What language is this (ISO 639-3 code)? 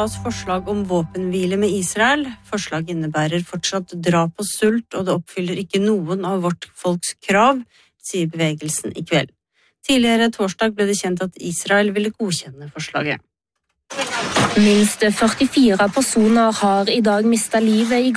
nor